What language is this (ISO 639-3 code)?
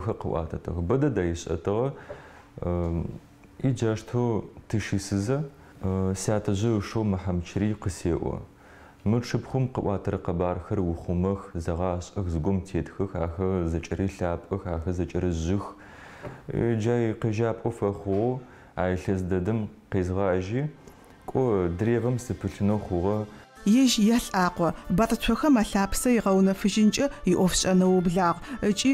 ady